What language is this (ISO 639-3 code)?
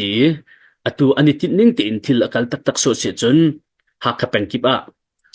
cnh